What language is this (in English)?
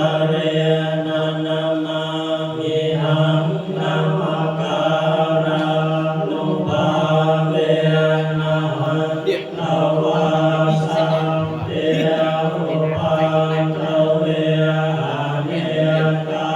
Pali